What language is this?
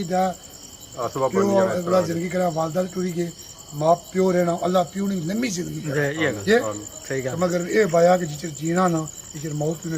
Pahari-Potwari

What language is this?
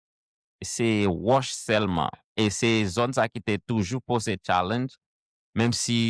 Haitian Creole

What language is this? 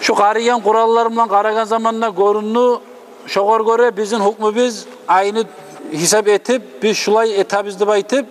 Kumyk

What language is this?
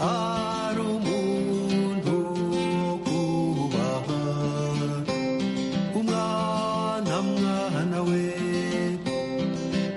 Kinyarwanda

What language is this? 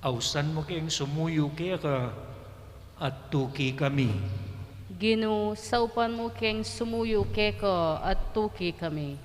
Pampanga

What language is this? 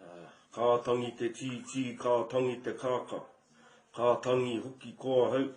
Māori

